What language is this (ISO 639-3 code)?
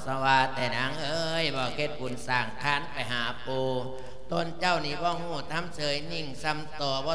lao